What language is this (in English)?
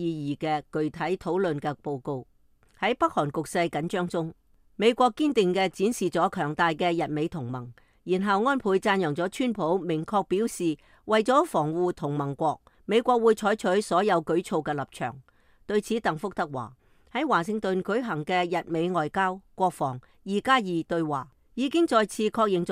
Cantonese